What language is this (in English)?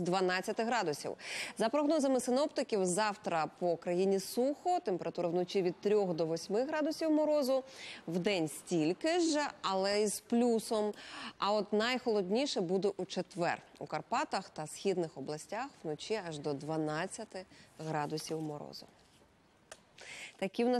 Ukrainian